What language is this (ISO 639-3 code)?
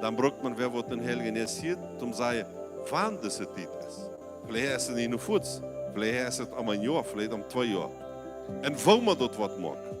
pdt